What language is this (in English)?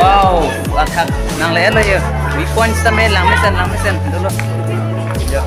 Karbi